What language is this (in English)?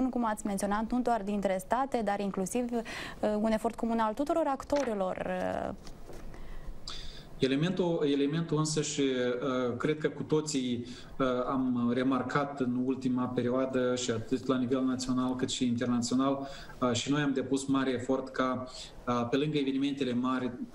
Romanian